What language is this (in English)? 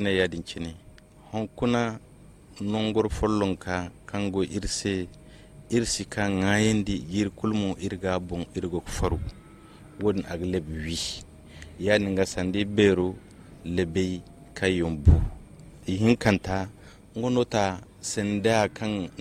Zarma